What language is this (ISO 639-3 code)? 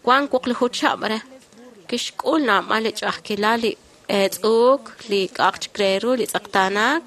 kek